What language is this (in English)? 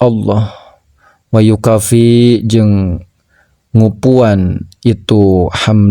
Sundanese